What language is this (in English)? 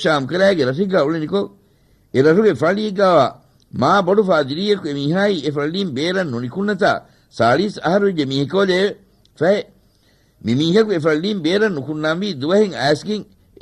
Divehi